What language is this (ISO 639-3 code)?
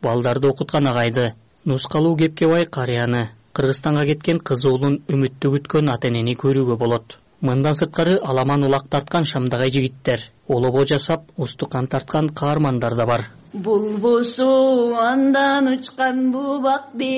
kir